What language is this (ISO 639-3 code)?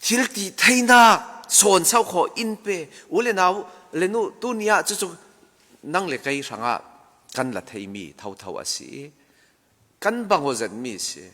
cfm